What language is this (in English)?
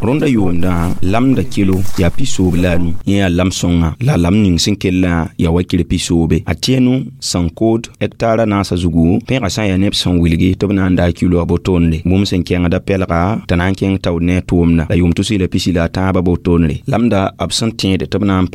Mossi